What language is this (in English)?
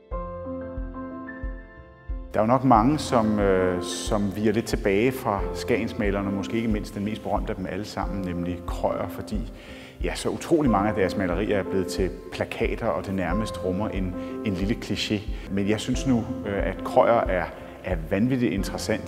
Danish